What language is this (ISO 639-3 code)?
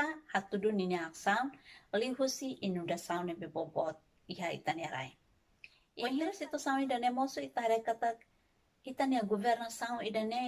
tet